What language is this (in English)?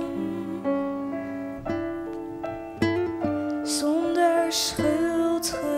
Dutch